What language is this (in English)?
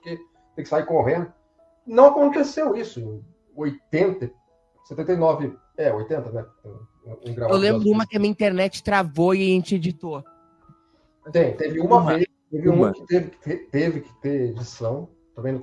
Portuguese